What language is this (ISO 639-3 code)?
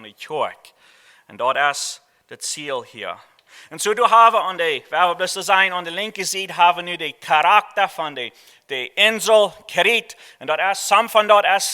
pdt